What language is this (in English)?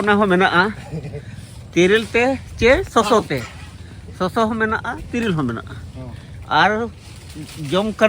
Santali